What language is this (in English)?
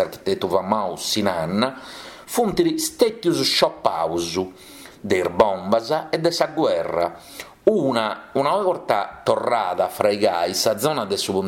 Sardinian